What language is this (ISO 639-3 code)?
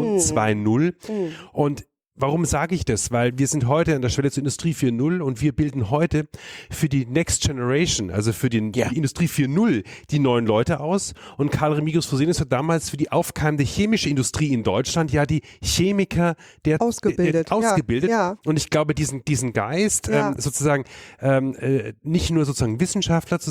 deu